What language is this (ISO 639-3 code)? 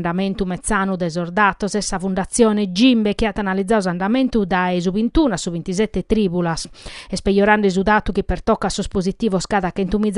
srd